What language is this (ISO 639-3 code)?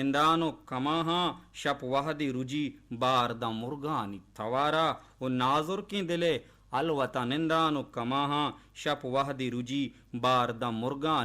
bal